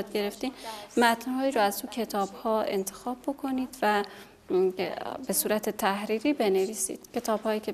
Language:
Persian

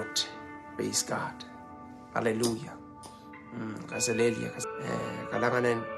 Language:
Pohnpeian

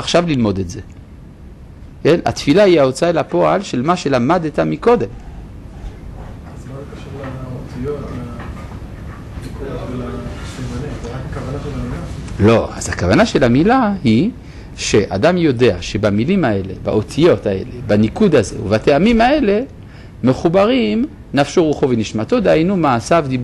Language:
Hebrew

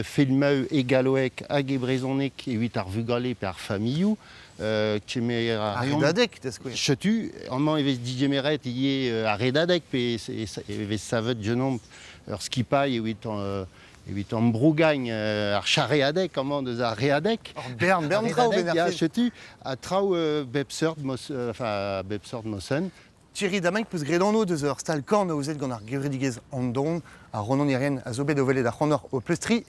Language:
Breton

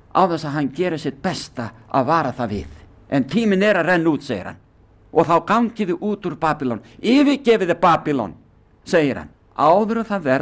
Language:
Icelandic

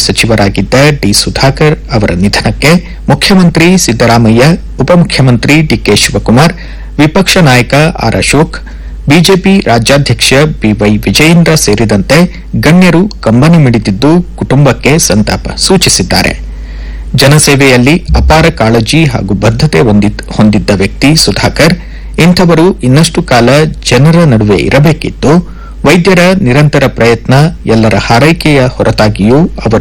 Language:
Kannada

